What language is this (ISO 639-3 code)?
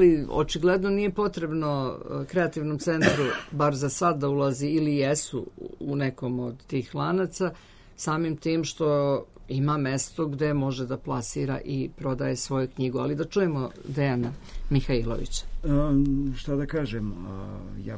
srp